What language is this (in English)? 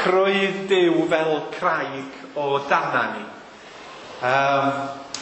Welsh